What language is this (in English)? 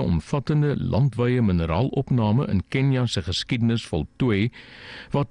Afrikaans